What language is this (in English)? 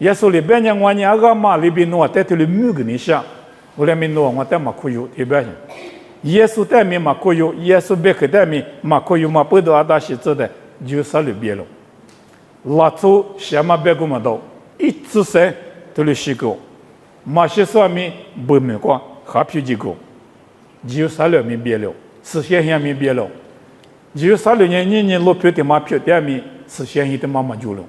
Lisu